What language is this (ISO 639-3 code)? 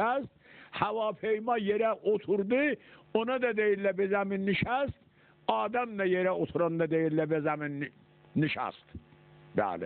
azb